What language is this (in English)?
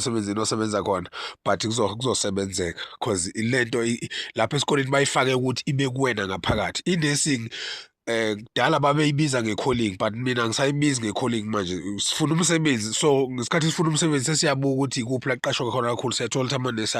Zulu